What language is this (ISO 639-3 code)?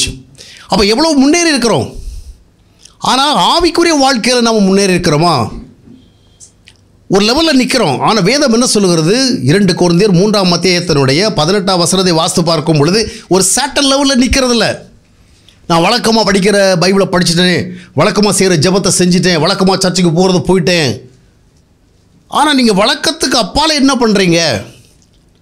tam